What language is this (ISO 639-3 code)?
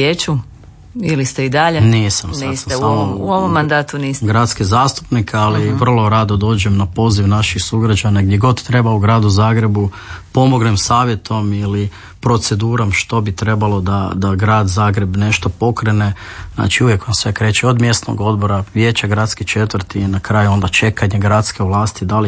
hrv